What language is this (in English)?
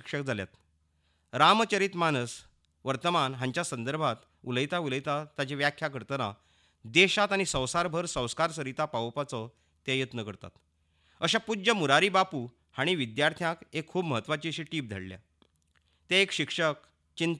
Konkani